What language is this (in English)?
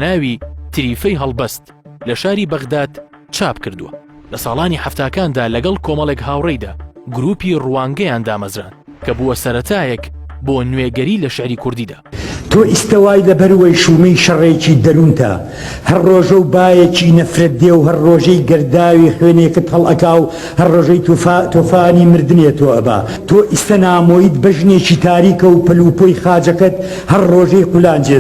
Central Kurdish